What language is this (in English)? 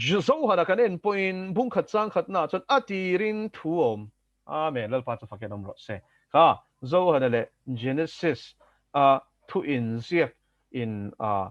Mizo